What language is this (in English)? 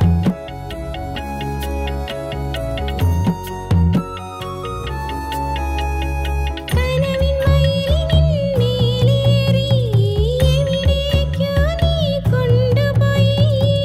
Malayalam